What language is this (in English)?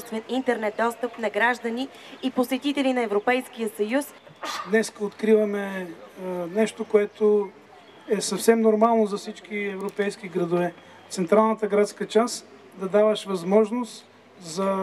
Bulgarian